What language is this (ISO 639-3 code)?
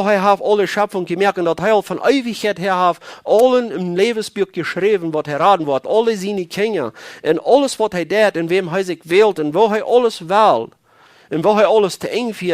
pdt